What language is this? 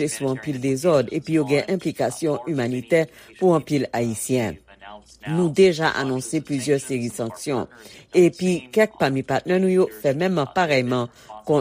Haitian Creole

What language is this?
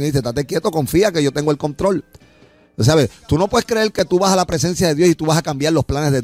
Spanish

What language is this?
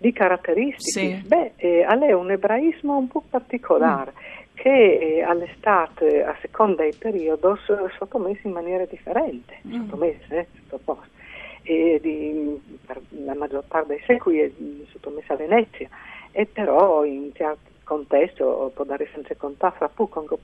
Friulian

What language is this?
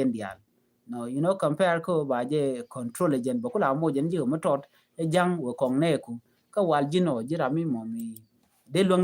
Nuer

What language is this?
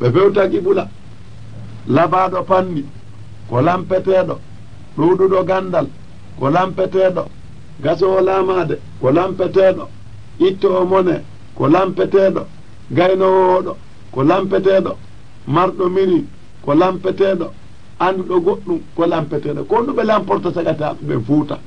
Fula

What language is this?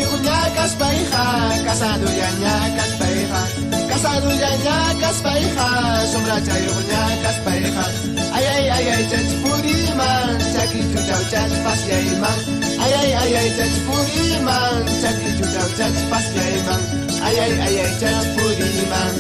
Ayacucho Quechua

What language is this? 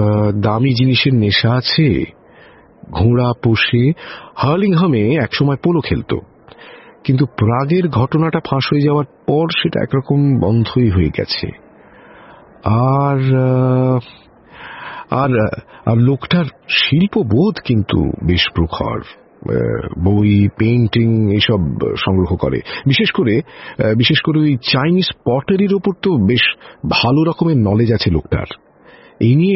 Bangla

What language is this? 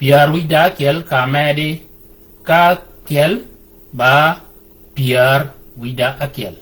Shilluk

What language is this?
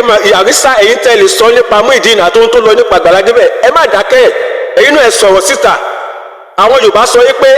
Yoruba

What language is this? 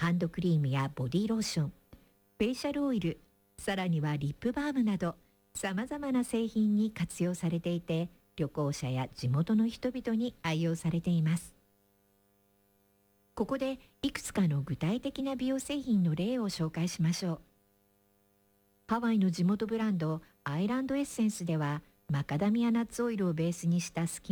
Japanese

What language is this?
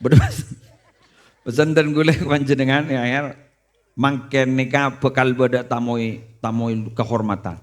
Madurese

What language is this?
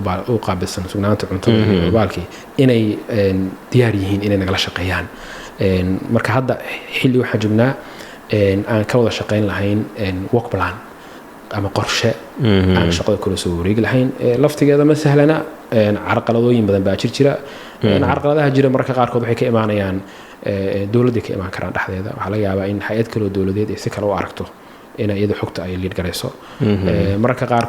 Somali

